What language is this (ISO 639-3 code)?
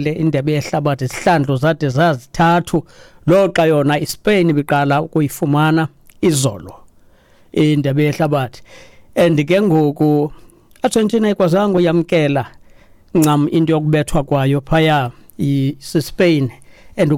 xho